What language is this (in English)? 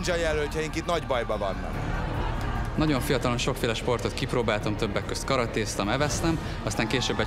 Hungarian